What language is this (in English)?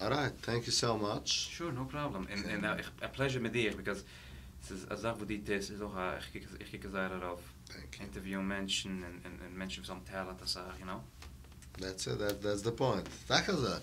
Yiddish